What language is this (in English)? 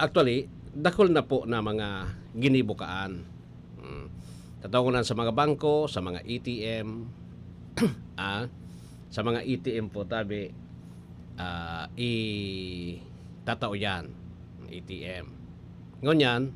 Bikol